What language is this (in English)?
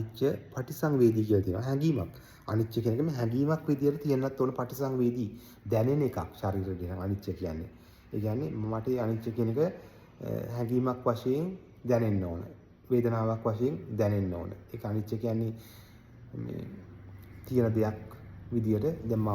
Sinhala